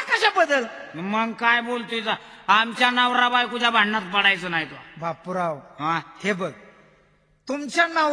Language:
Marathi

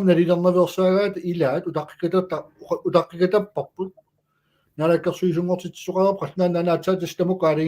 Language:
Kalaallisut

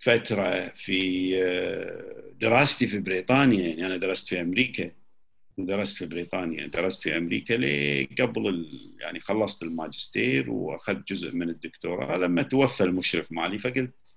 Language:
Gulf Arabic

